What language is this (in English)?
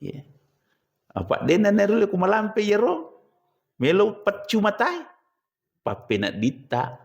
Buginese